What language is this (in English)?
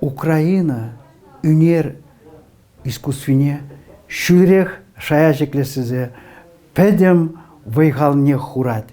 Chuvash